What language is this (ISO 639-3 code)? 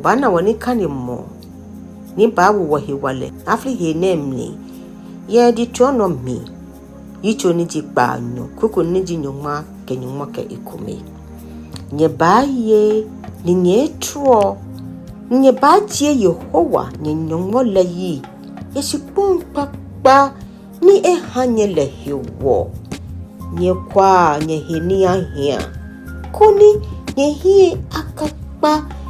gaa